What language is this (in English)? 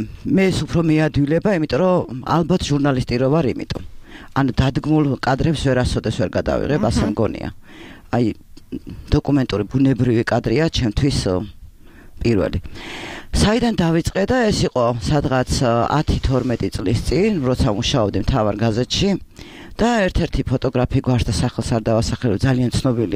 Georgian